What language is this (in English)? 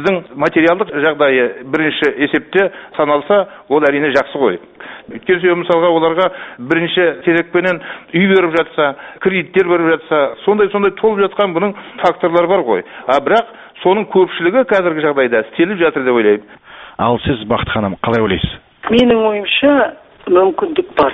Kazakh